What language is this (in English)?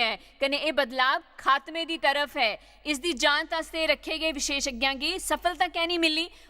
Dogri